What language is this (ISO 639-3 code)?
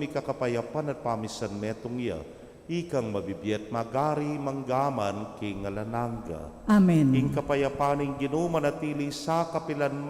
pam